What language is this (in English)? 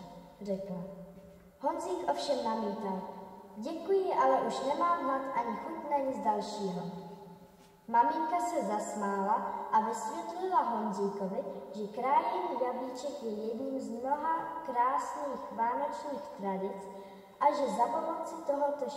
Czech